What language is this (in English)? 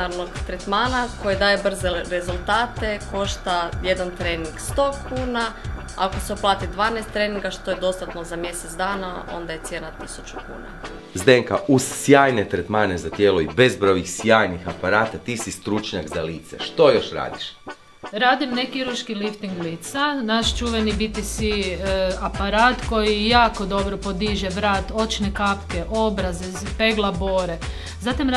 Croatian